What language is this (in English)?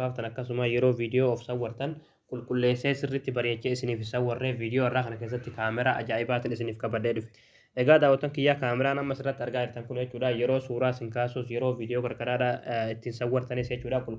Oromo